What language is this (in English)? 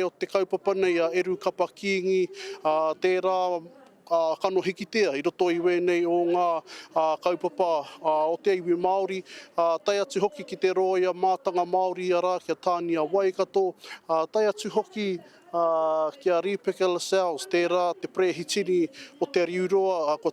Māori